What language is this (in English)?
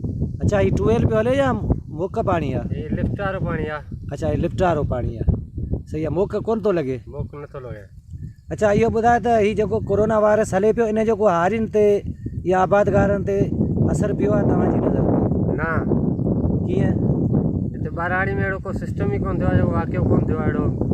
Sindhi